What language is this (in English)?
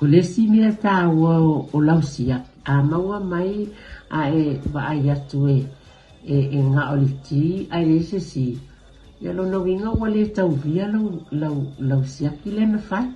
Samoan